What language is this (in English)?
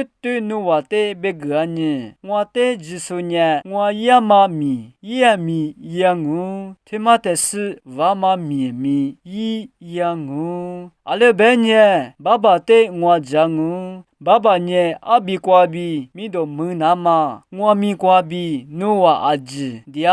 Lisu